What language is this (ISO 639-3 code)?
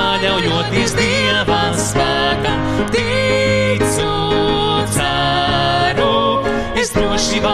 lav